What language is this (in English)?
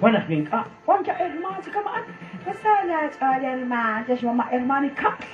Kekchí